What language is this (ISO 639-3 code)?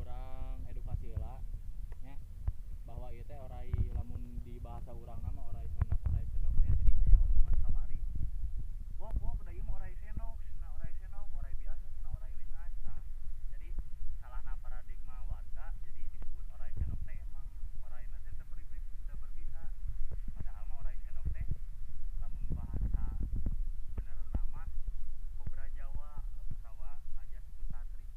sun